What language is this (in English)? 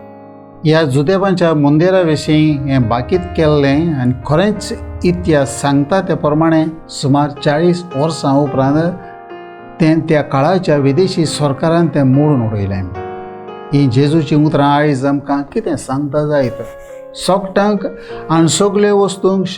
Konkani